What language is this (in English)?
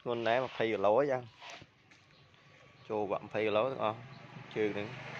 Khmer